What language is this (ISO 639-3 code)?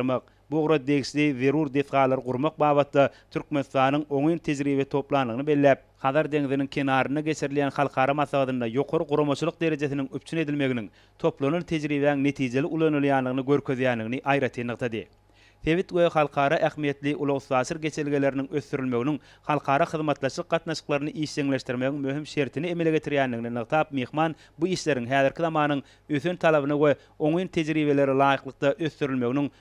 tuk